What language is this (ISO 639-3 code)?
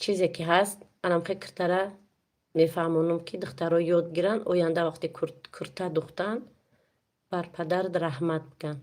tgk